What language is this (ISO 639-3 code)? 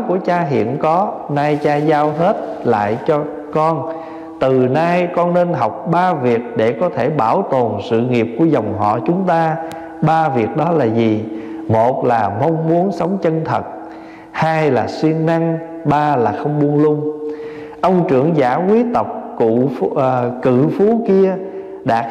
vie